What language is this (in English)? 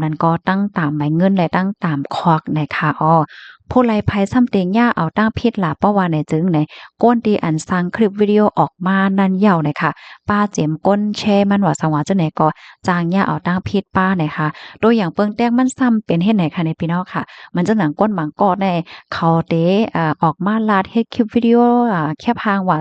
Shan